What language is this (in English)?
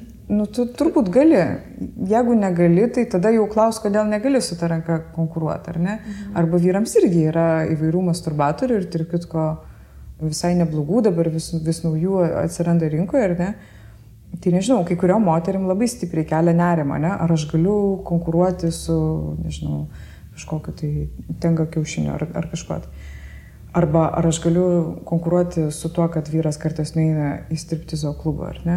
Lithuanian